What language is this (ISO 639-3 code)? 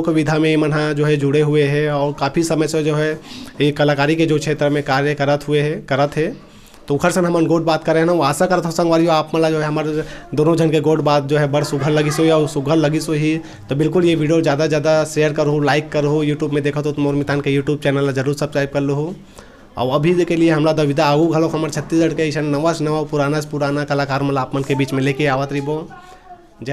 hne